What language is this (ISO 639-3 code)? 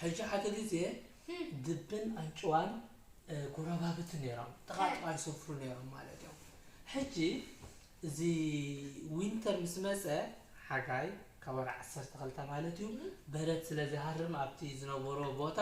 tir